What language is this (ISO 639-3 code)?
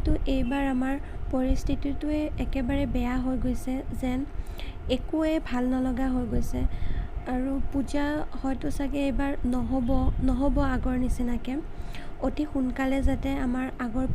asm